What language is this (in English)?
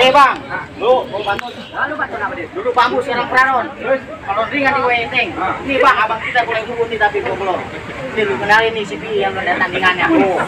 Betawi